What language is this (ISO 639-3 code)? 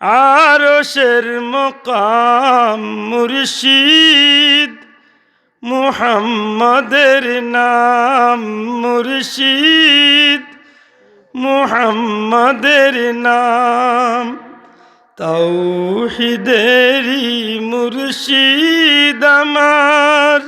syl